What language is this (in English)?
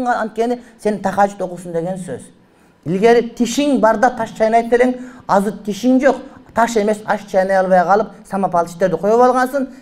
Kyrgyz